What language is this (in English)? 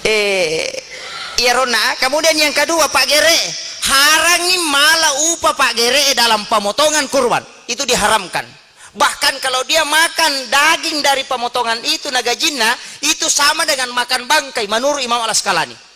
Buginese